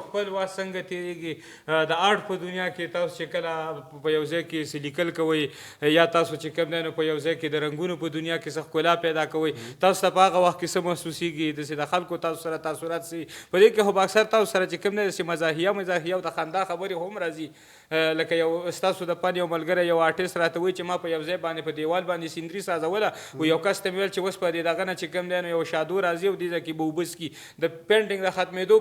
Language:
Pashto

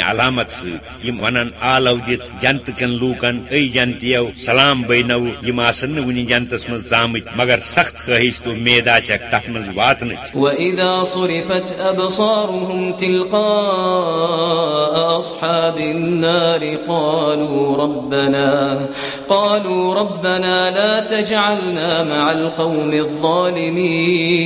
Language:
Kashmiri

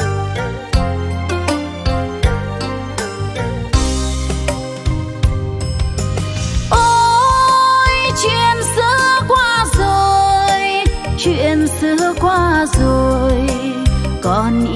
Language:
Vietnamese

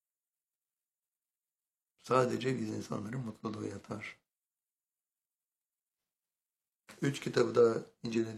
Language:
Turkish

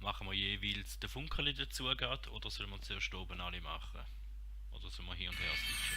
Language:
Swiss German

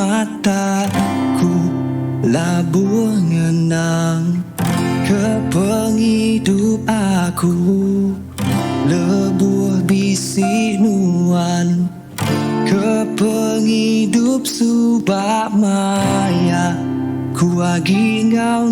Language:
Iban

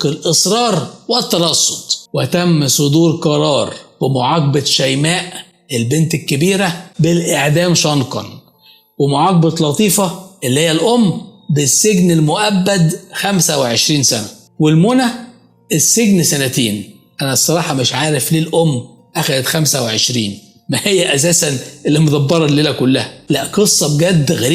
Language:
Egyptian Arabic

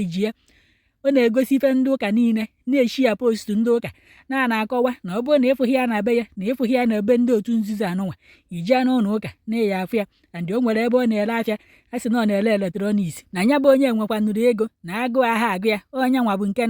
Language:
Igbo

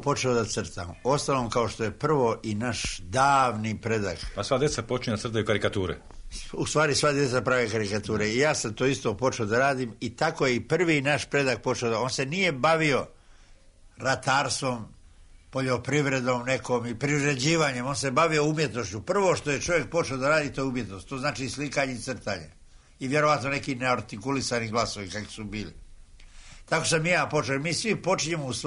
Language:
Croatian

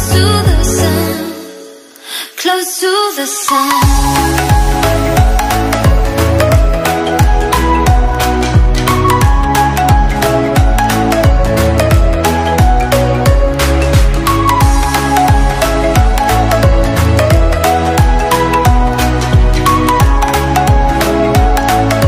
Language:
Malay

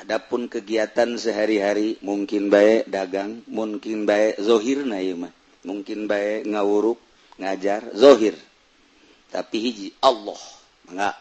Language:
Sundanese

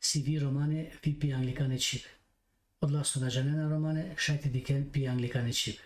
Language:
Balkan Romani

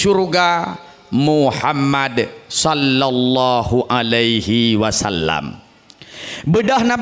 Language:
Achinese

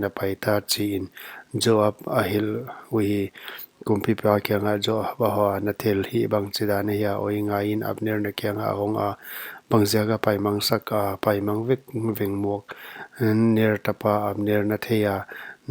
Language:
Paite Chin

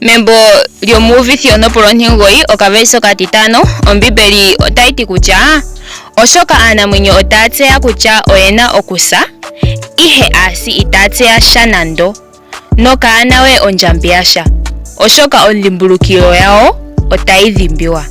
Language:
Ndonga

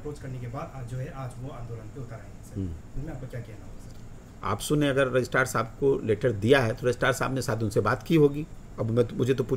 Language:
Hindi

